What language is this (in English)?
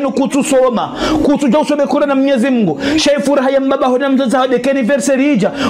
Ngazidja Comorian